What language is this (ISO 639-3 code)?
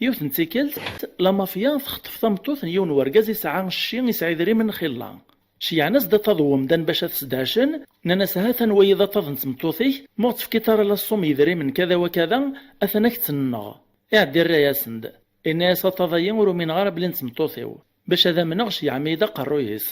kab